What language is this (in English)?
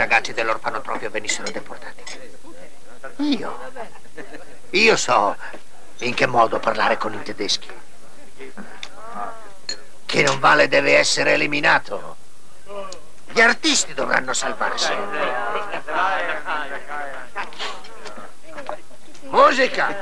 Italian